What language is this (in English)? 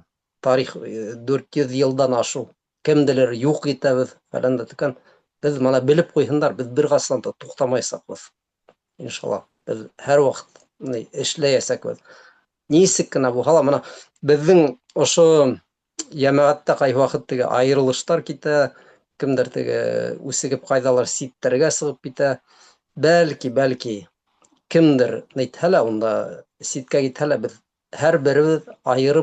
Bashkir